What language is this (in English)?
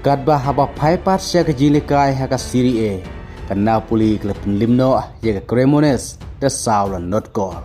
Khasi